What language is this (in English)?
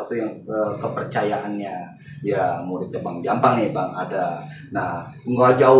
Betawi